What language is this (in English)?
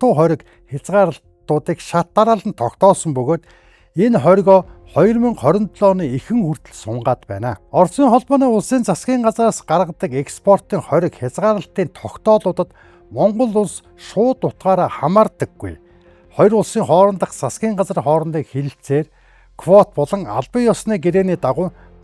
Mongolian